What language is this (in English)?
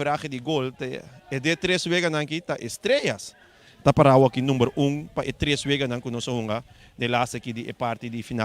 Papiamento